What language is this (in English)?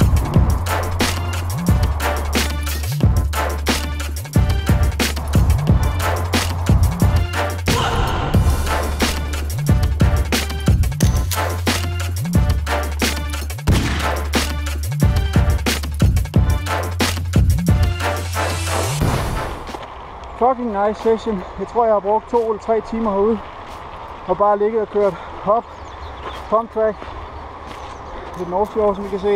Danish